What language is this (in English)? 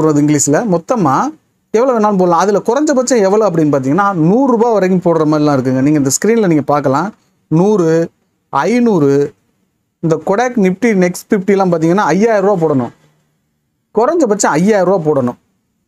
Tamil